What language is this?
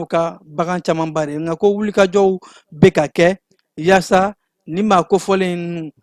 Bambara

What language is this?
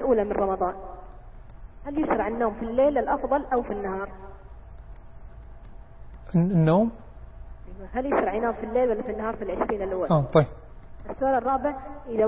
Arabic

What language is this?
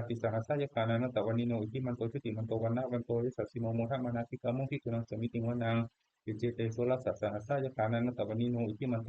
Pali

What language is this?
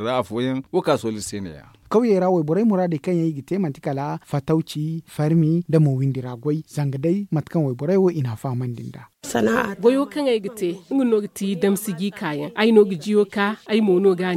Zarma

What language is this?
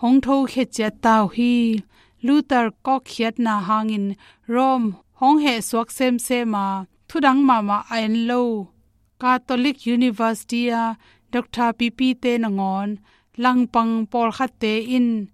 Tedim Chin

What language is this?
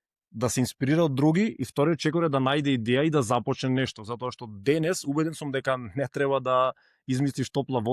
Macedonian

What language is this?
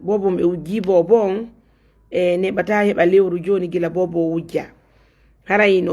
Fula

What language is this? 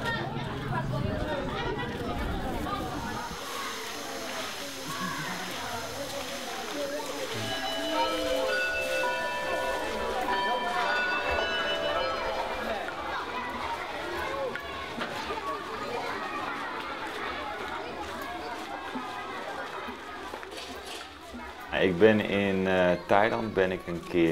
Dutch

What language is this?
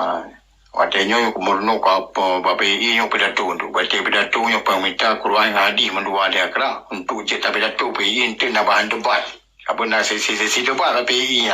Achinese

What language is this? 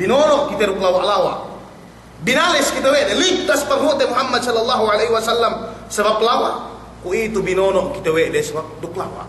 Yakan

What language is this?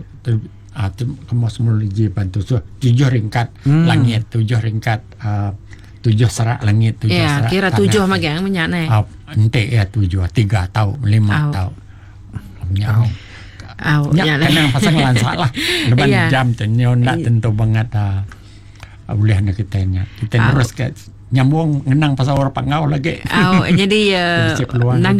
Iban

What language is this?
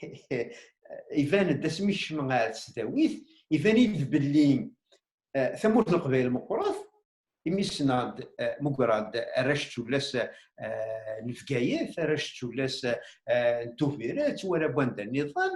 Kabyle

